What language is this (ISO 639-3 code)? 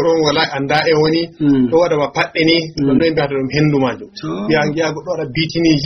ful